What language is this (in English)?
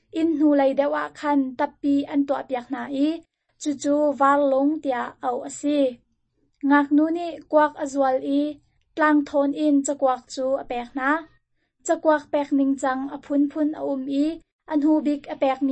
Hakha Chin